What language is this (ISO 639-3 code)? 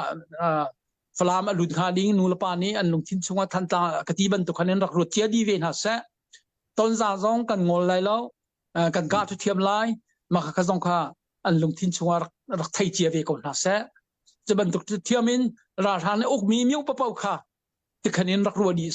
cnh